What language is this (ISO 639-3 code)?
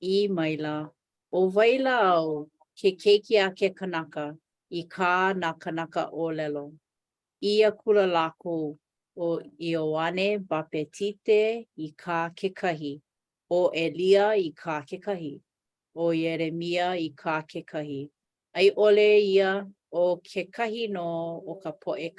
haw